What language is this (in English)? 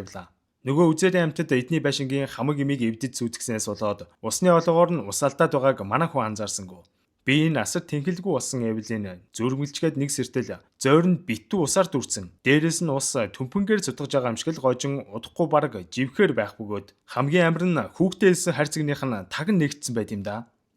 Mongolian